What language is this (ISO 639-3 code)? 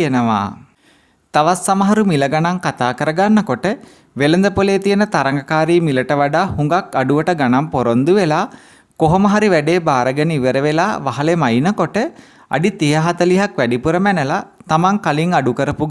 sin